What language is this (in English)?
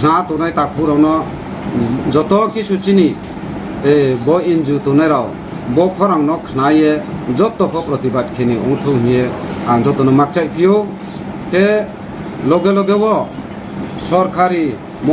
Riang (India)